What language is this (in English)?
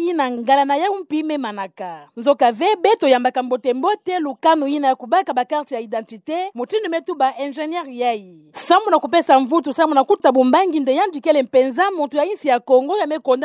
Kituba (Democratic Republic of Congo)